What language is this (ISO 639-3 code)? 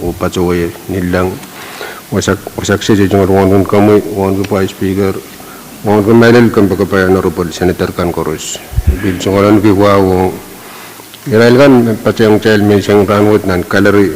pon